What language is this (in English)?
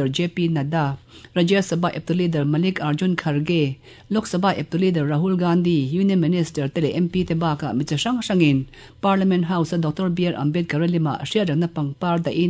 Mizo